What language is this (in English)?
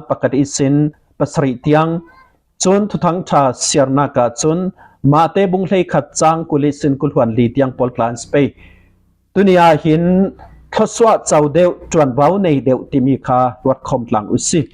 Falam Chin